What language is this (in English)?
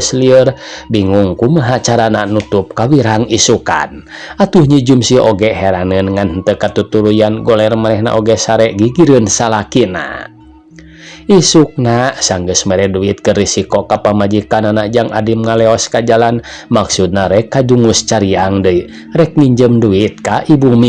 Sundanese